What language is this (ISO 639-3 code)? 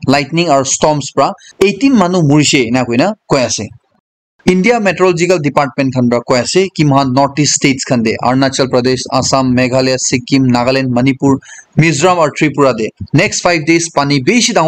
nag